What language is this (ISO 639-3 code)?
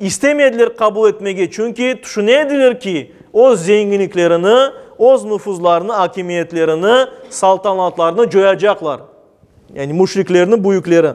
crh